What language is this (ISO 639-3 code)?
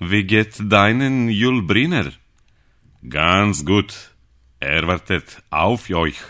srp